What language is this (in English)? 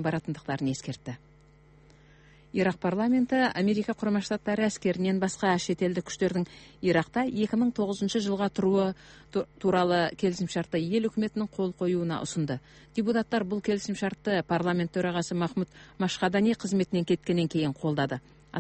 Kazakh